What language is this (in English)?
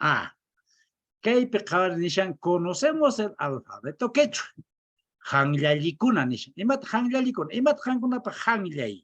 Quechua